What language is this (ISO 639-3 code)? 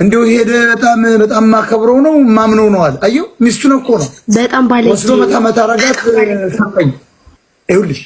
amh